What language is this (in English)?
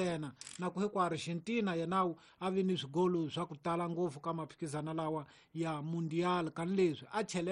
Tsonga